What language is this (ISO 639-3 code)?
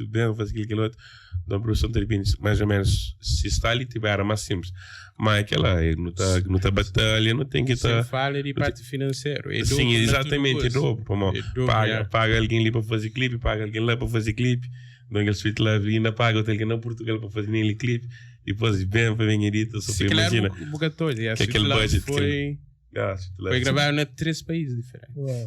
kea